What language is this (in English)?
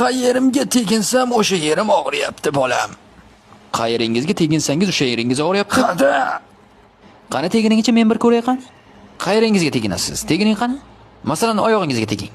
Uzbek